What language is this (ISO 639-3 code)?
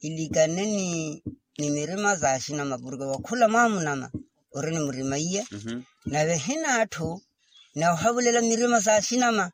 vmw